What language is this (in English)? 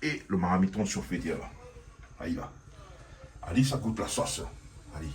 Réunion Creole French